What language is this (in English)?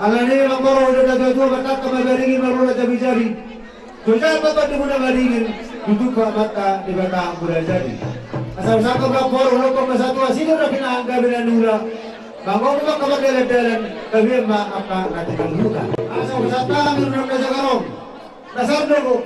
Batak Toba